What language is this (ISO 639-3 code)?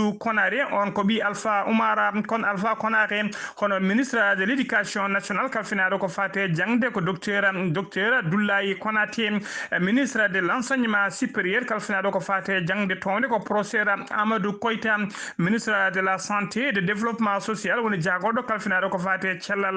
ful